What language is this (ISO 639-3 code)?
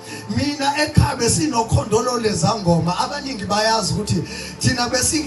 zul